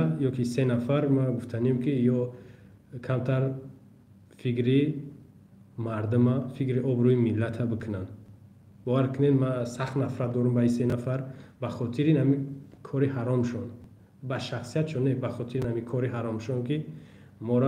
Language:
Tajik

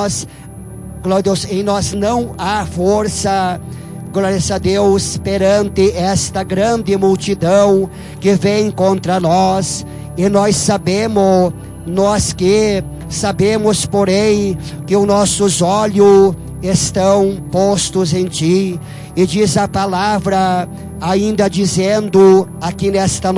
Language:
Portuguese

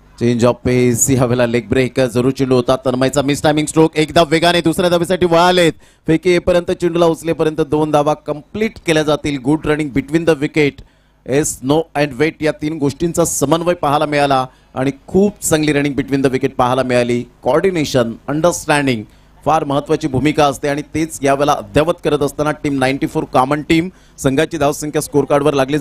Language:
Marathi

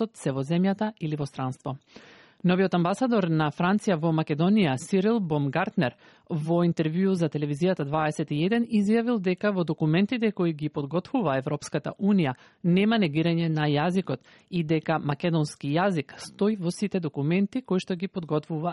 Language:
Macedonian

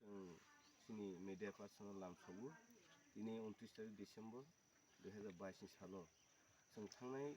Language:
Kok Borok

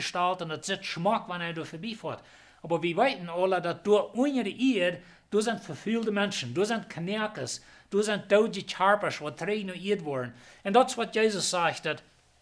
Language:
Plautdietsch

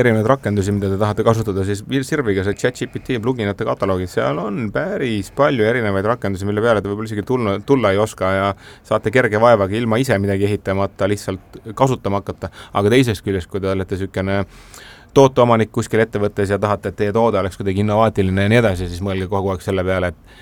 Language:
Estonian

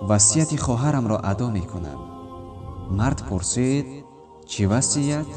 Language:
Tajik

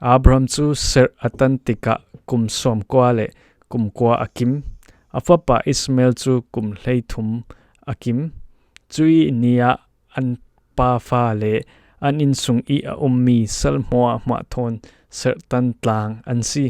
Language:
Falam Chin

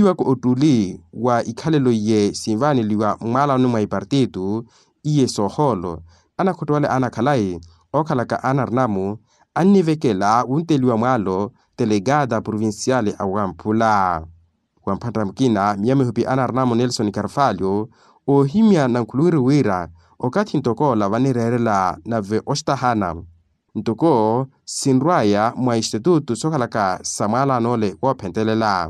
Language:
Makhuwa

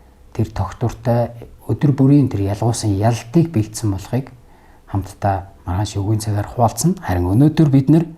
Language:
Mongolian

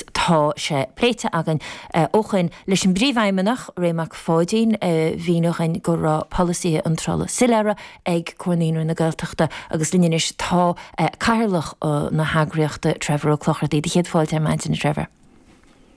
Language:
Irish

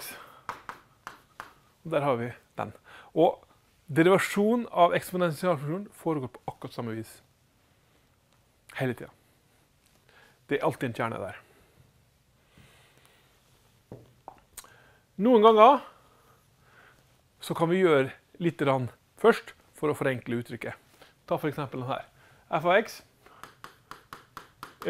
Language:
Norwegian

